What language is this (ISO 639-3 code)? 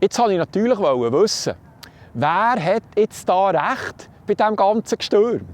gsw